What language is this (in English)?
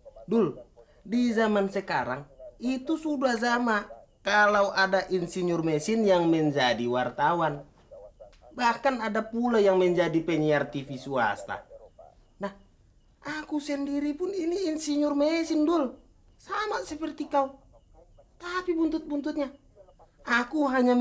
Betawi